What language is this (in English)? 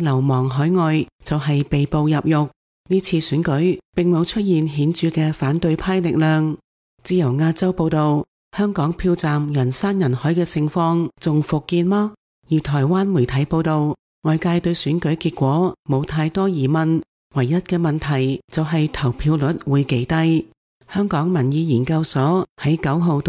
Cantonese